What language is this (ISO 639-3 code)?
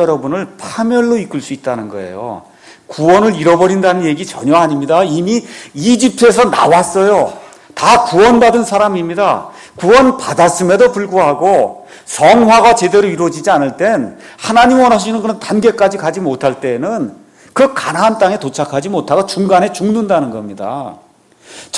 kor